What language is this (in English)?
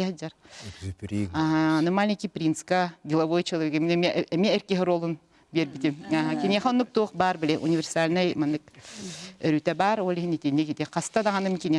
Yakut